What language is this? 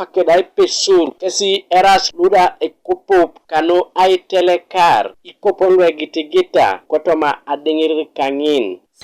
Teso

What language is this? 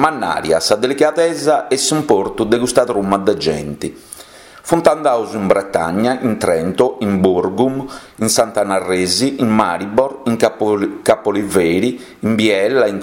Sardinian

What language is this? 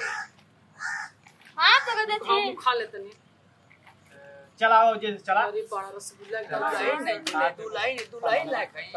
Bhojpuri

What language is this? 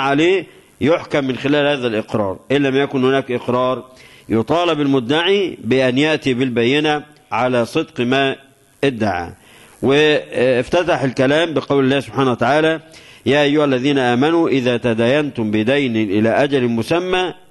Arabic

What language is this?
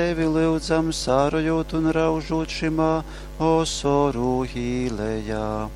Latgalian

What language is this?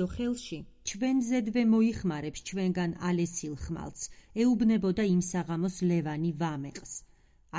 Georgian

